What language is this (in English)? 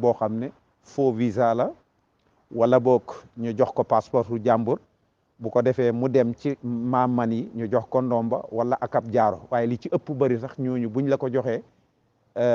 Wolof